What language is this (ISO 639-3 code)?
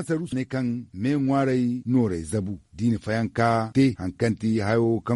dje